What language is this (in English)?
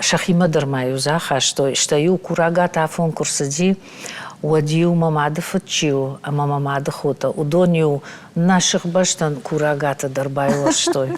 Ossetic